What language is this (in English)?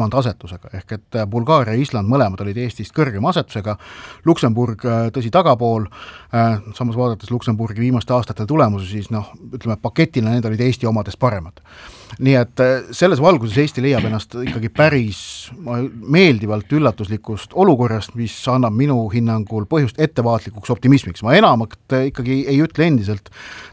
Estonian